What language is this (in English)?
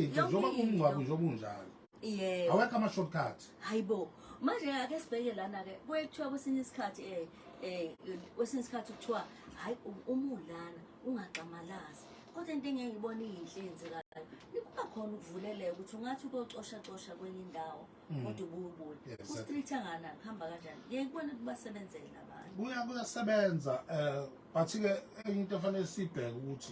Zulu